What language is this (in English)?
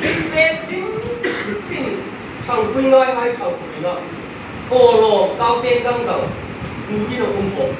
Hmar